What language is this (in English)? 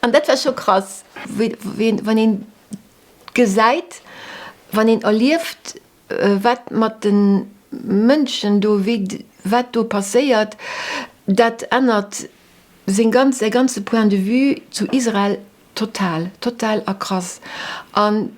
Luxembourgish